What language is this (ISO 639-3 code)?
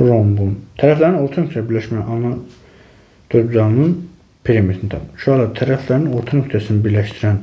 aze